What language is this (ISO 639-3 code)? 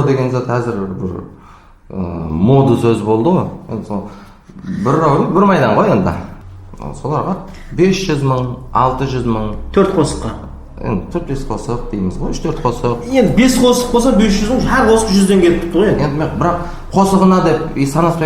kaa